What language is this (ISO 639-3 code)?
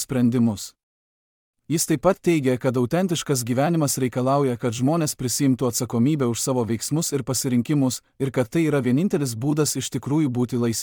lit